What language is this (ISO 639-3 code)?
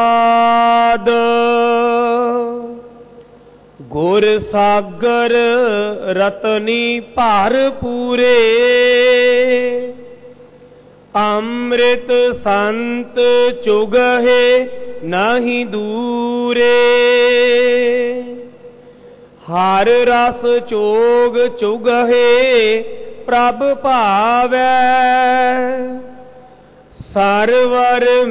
pan